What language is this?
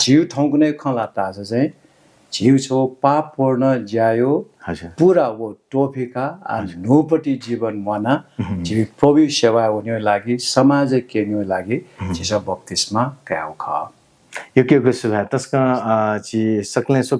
Newari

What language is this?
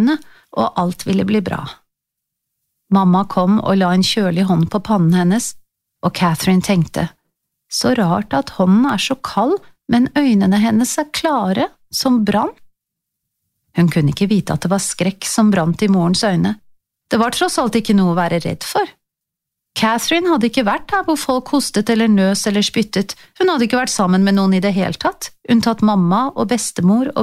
Norwegian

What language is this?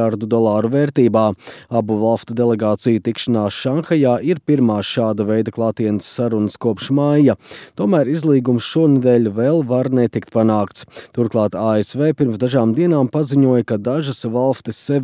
Latvian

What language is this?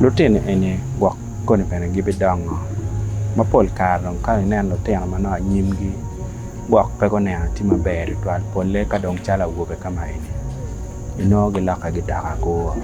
Acoli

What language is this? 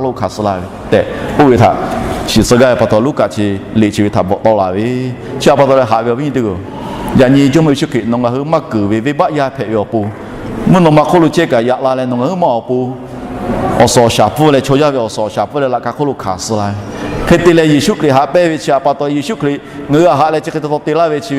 Lahu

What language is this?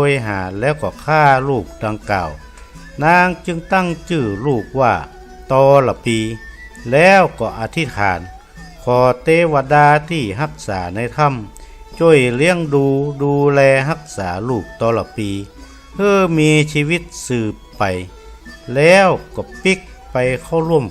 Northern Thai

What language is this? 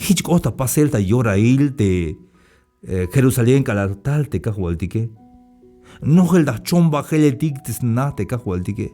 Tzeltal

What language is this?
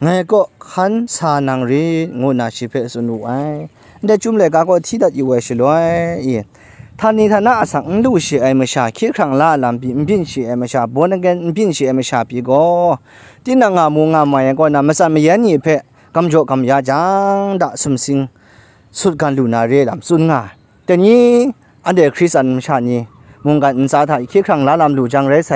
Kachin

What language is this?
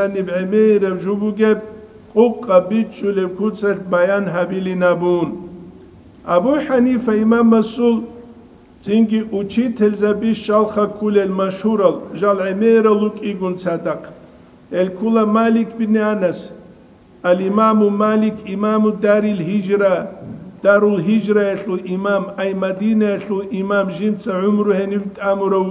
Avaric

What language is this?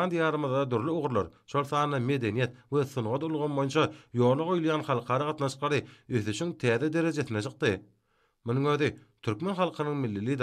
Turkmen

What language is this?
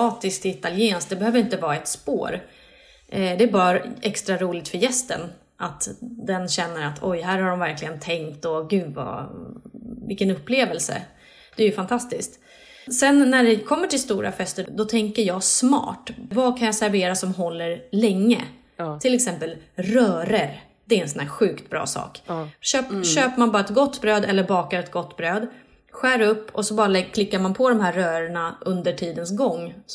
Swedish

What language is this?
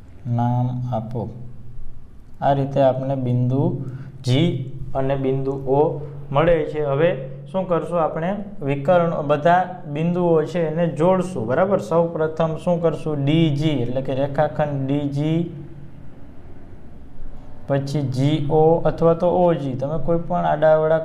Gujarati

